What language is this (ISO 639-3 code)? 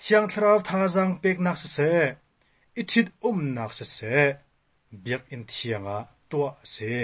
cnh